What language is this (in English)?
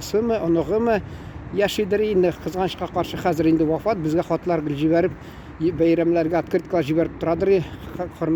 Tatar